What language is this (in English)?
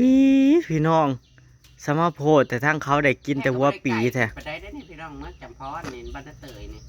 Northeastern Thai